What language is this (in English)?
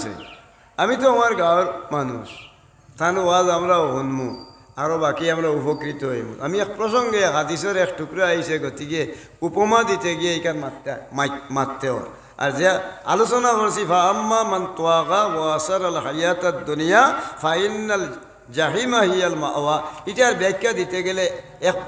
Sylheti